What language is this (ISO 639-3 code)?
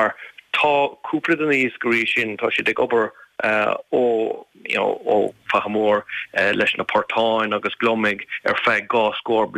gle